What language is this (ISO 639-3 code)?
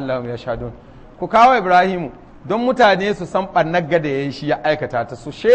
hau